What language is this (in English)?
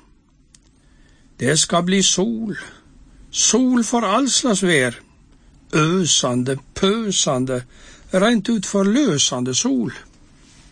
Norwegian